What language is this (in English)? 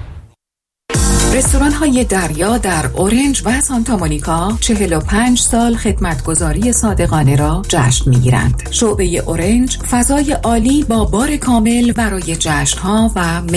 Persian